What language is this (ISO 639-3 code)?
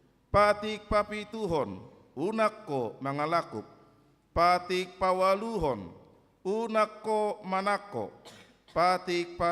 bbc